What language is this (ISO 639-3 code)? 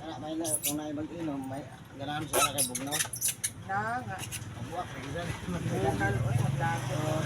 ceb